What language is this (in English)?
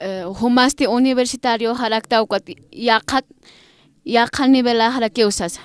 Aymara